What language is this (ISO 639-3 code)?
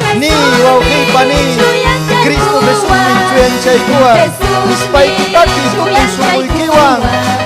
quy